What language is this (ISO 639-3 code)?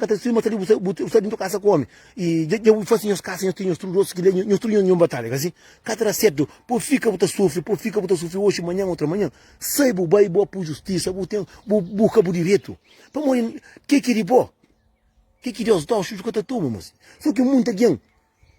kea